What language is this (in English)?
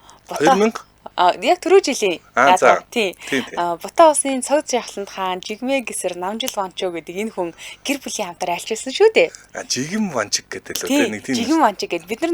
Mongolian